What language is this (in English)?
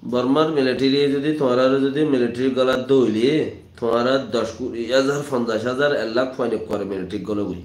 Rohingya